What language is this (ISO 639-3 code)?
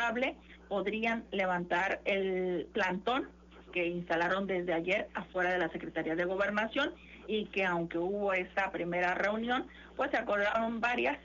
spa